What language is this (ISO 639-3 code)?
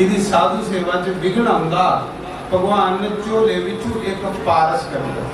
doi